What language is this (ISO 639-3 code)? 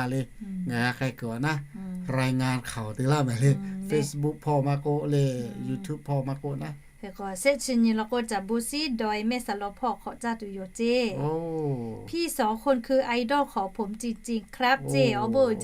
lhu